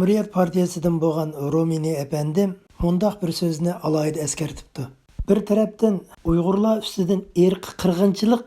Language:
Uyghur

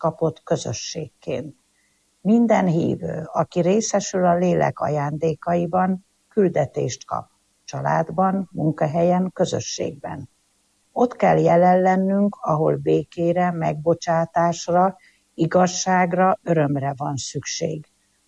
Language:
Hungarian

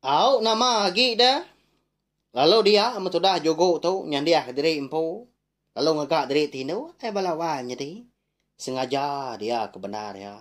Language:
Iban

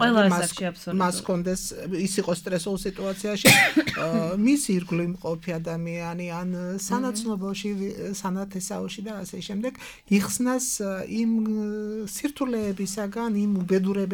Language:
Georgian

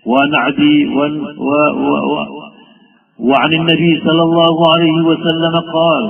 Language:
Maranao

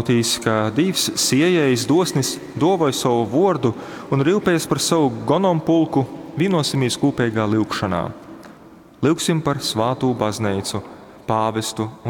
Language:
Latgalian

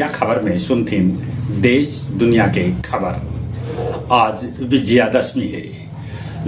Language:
Magahi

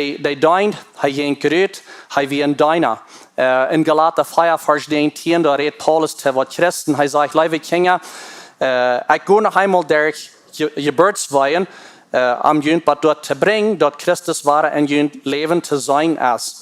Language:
Plautdietsch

